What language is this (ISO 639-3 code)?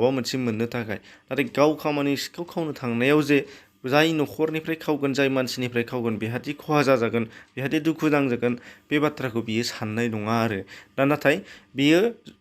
brx